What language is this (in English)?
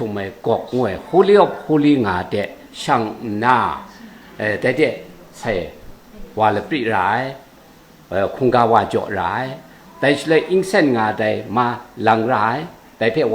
Kachin